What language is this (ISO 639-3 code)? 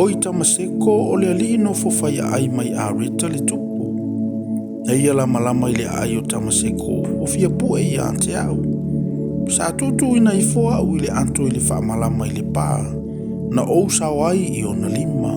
smo